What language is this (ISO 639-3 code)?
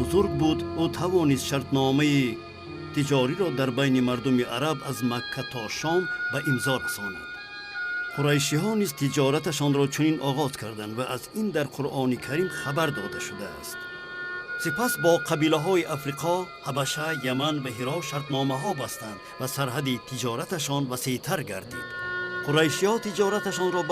tgk